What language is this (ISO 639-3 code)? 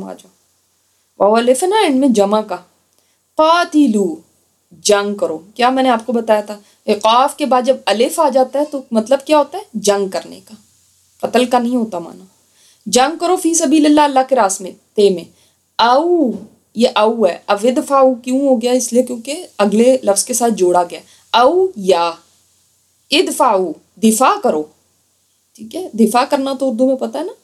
urd